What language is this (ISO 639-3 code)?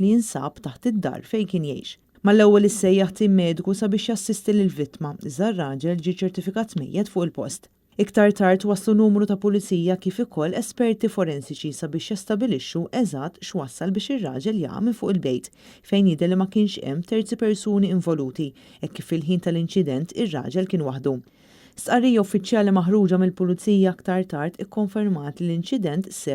mlt